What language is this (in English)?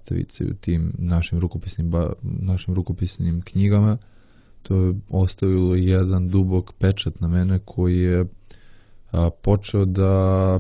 Serbian